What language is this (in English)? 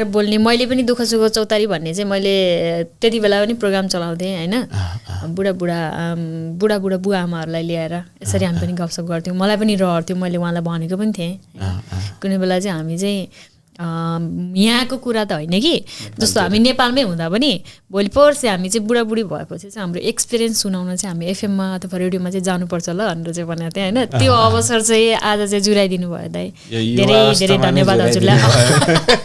Nepali